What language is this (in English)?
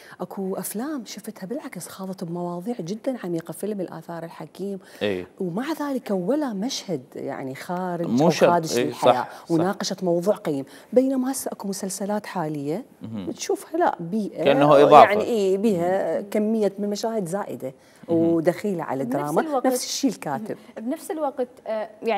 Mesopotamian Arabic